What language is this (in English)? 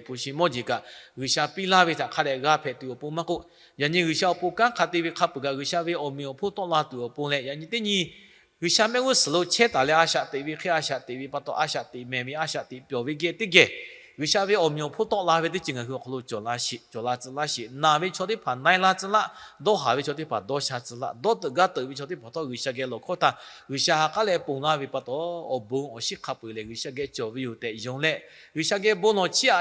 Lahu